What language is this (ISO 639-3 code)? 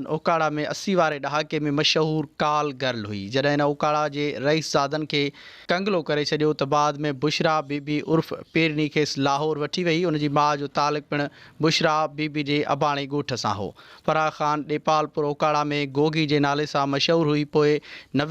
snd